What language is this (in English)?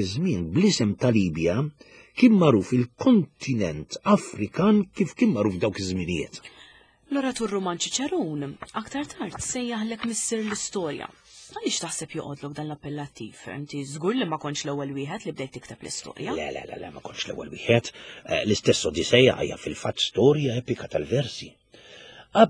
Maltese